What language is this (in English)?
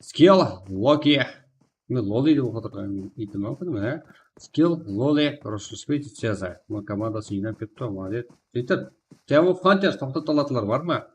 Kara-Kalpak